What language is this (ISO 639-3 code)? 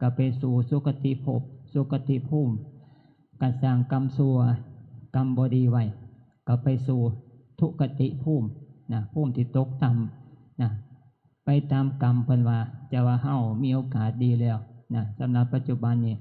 tts